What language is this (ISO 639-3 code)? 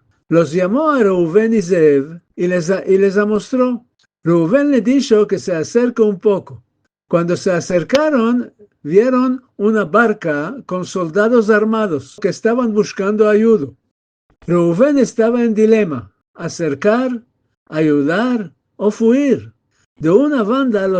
lad